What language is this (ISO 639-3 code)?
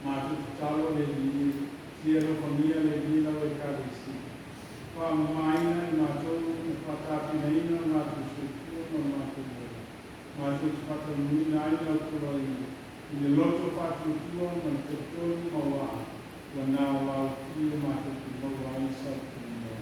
smo